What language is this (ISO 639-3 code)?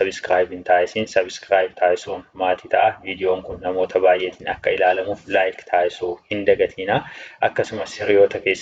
orm